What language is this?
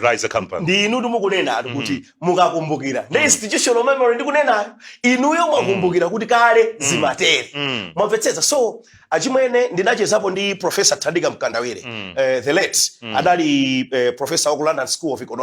Nyanja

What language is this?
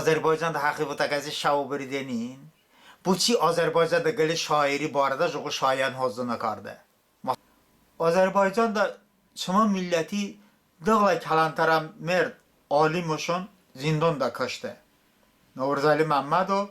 Talysh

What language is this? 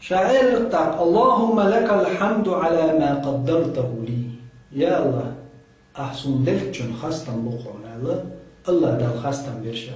Chechen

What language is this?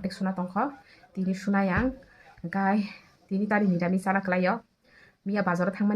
Kok Borok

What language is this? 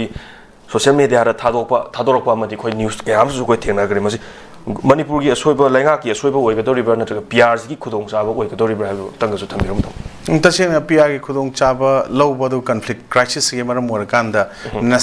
Manipuri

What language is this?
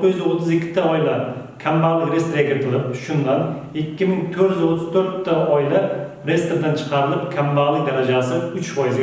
Uzbek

